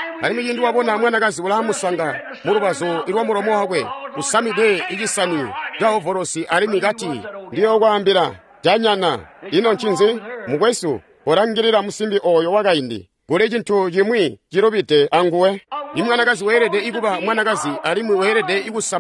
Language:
Tonga (Zambia)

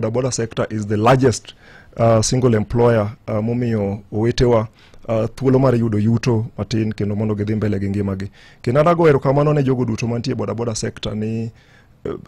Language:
Luo (Kenya and Tanzania)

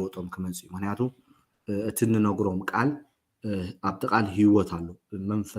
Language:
Tigrinya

